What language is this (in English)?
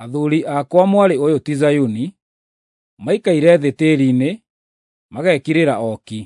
Kikuyu